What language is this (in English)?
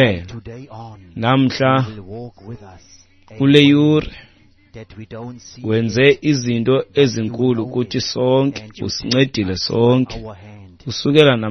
Xhosa